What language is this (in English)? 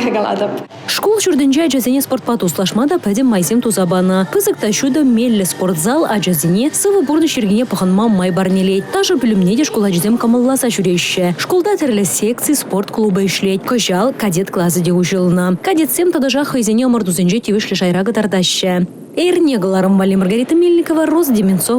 Chuvash